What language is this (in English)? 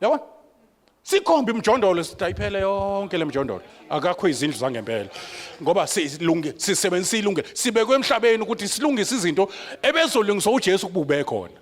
Zulu